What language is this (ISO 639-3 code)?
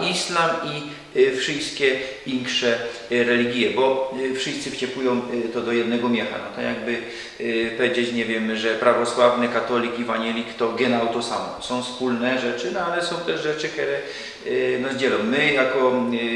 szl